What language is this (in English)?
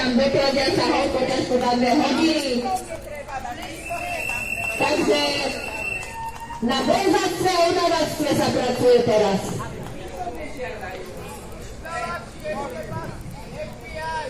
Slovak